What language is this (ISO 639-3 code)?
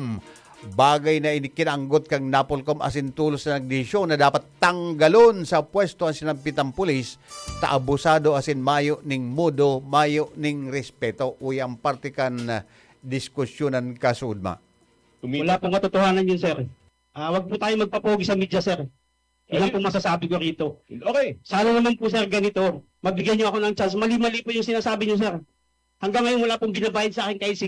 bik